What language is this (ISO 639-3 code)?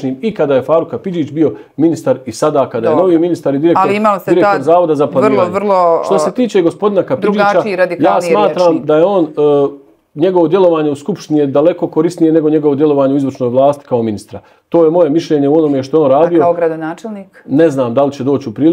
bos